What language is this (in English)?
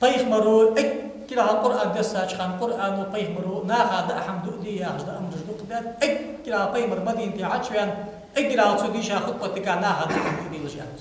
Ingush